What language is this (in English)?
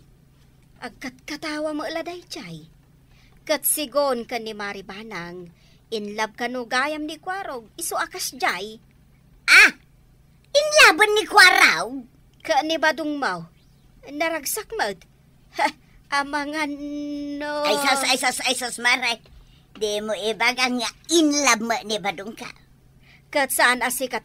Iloko